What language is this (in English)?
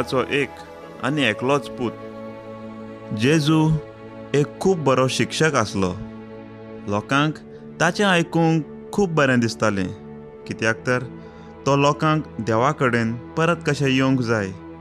Konkani